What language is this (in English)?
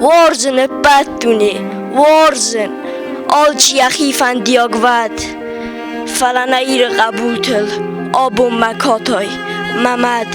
Ossetic